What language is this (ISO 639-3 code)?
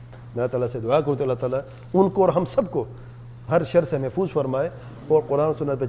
urd